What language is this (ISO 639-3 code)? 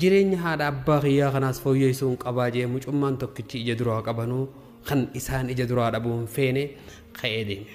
orm